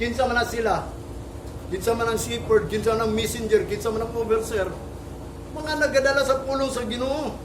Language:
Cebuano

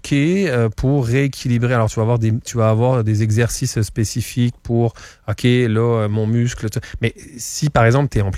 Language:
French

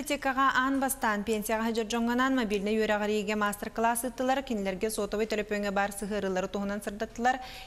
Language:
Yakut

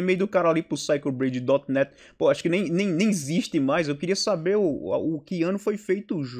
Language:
Portuguese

